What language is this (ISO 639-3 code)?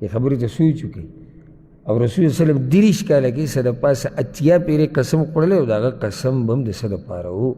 pus